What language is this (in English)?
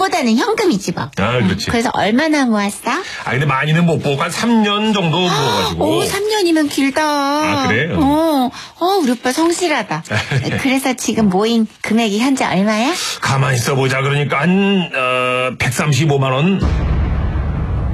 Korean